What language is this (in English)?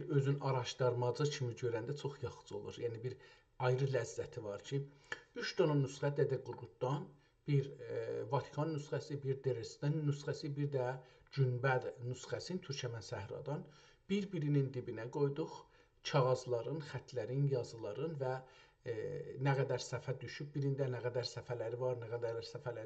South Azerbaijani